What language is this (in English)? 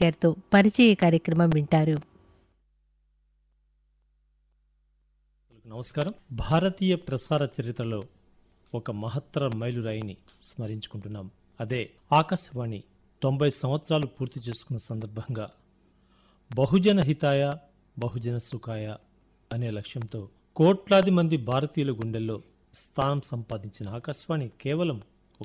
Telugu